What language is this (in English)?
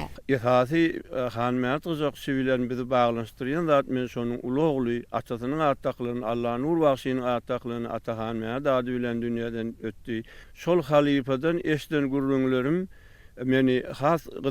Turkmen